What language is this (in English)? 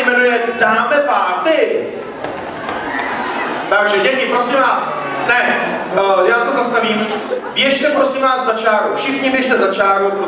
Czech